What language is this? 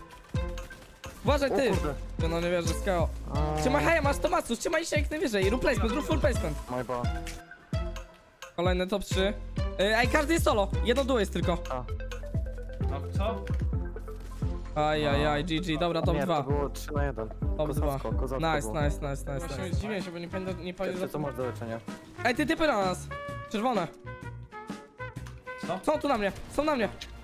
Polish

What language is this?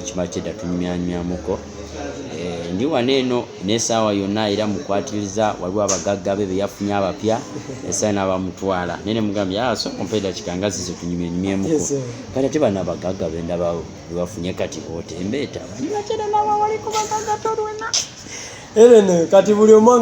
Ganda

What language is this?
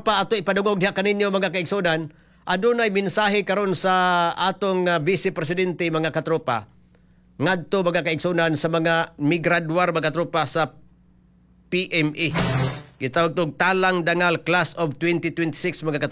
Cebuano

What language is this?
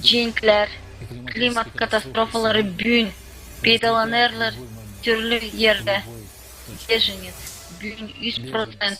Gagauz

